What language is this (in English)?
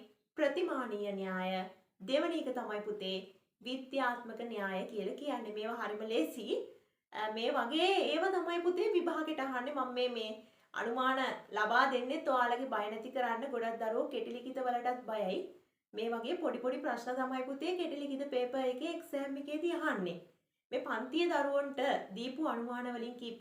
Sinhala